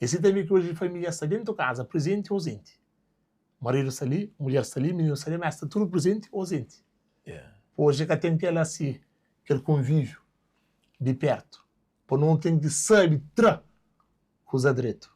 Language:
Kabuverdianu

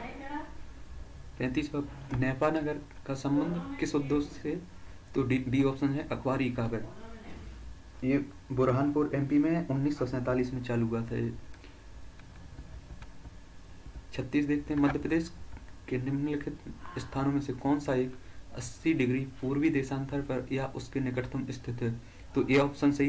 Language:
Hindi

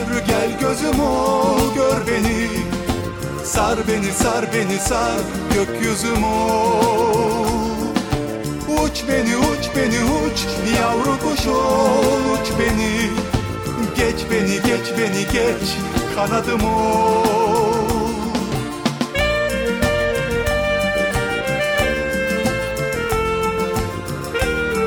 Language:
Turkish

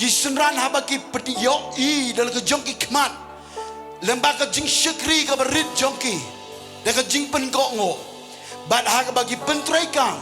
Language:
Khasi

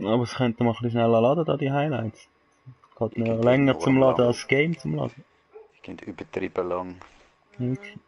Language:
Swiss German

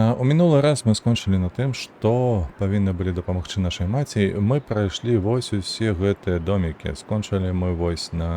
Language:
Belarusian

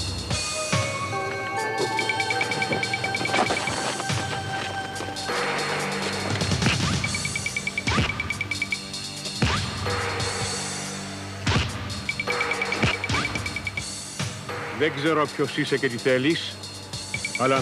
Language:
Greek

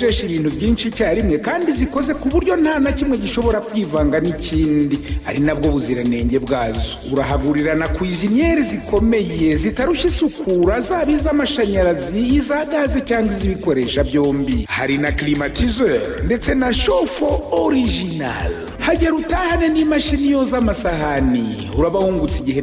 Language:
Kinyarwanda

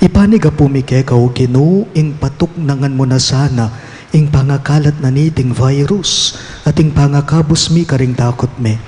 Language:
Pampanga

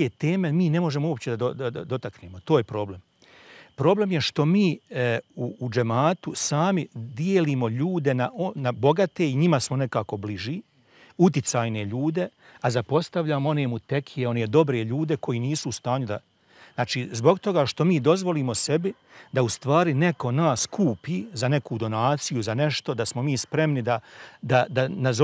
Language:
Bosnian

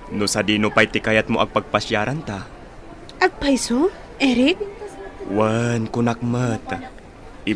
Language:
Iloko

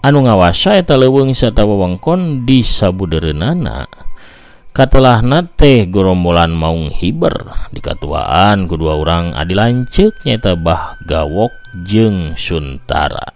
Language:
Sundanese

